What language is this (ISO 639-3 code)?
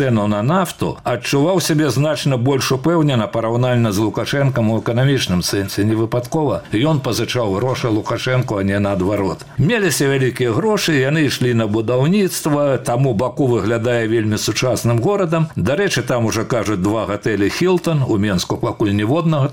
bel